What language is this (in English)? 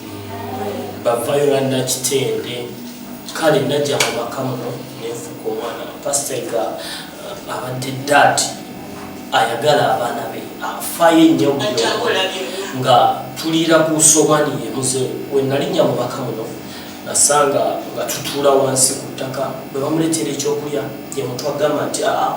Ganda